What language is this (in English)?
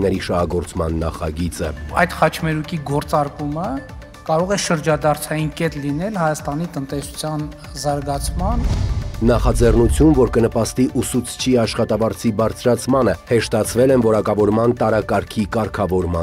Armenian